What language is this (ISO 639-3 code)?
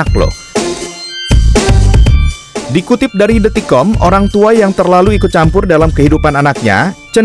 ind